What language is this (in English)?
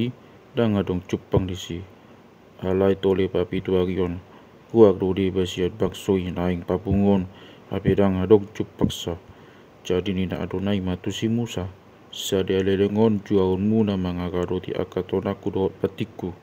Batak Toba